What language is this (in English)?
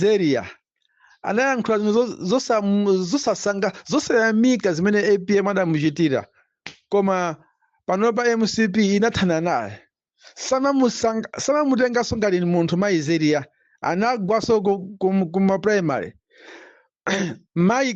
Nyanja